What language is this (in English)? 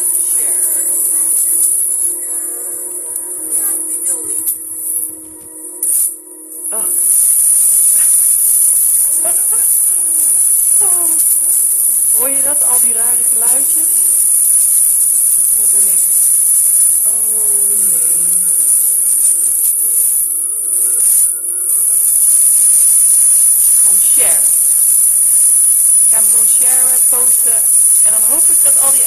Dutch